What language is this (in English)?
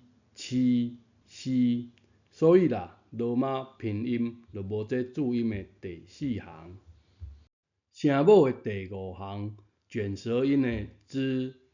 Min Nan Chinese